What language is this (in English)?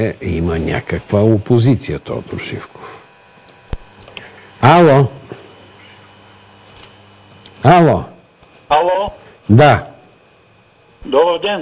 Bulgarian